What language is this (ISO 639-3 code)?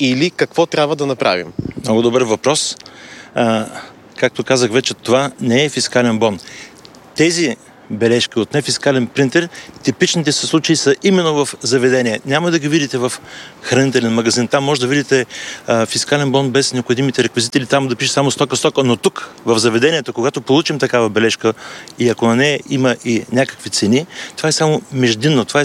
bul